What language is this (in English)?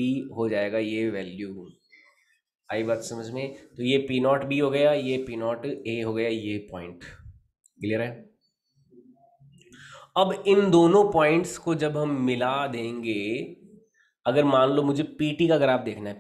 Hindi